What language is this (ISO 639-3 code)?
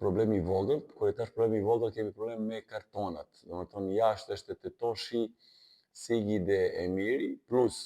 sqi